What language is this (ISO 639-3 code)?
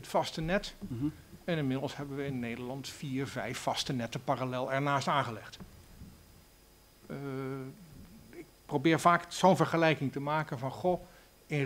nld